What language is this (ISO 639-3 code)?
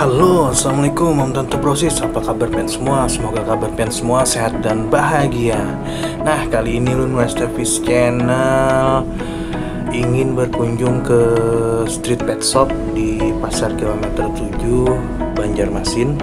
bjn